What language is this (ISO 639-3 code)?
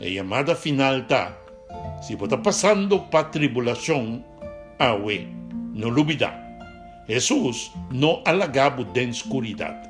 pap